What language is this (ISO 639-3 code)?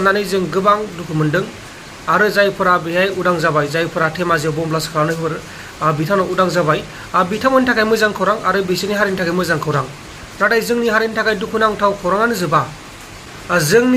brx